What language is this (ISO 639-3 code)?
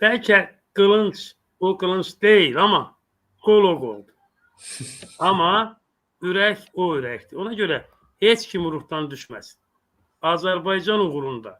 aze